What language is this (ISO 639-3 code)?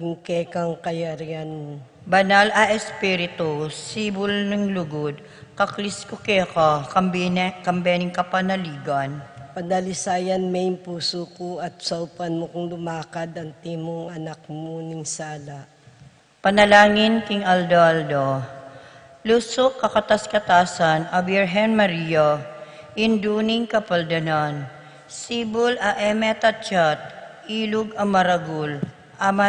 pam